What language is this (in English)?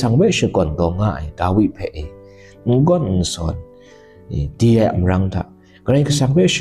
Kachin